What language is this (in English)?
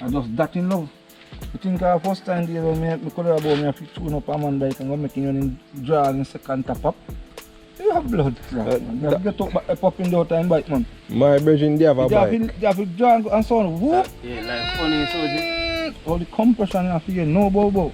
Jamaican Creole English